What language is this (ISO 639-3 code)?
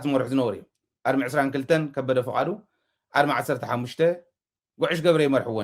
tir